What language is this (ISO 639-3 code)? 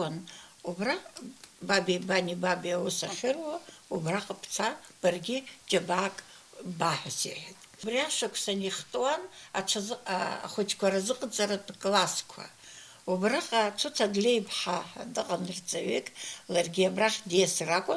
abk